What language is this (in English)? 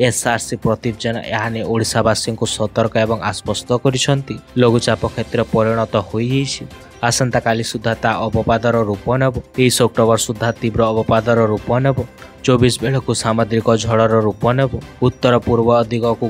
Odia